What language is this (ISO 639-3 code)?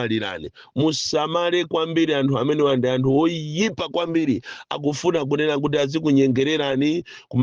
nya